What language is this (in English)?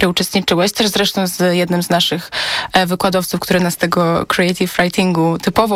Polish